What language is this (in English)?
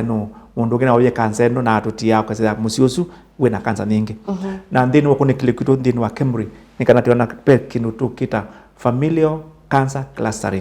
Kamba